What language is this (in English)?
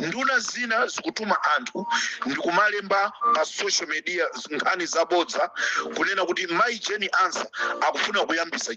Nyanja